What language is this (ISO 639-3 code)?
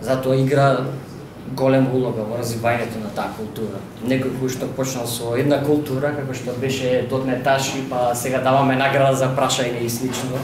mkd